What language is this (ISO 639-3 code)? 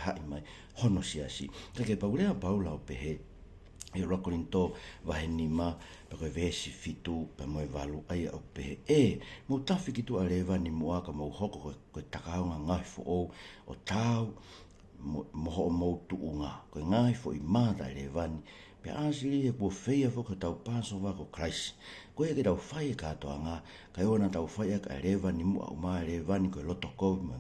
ton